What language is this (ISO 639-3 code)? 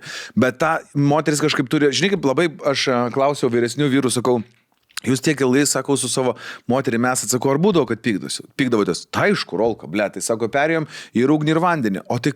lit